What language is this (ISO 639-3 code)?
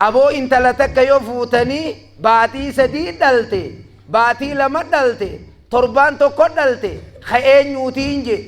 orm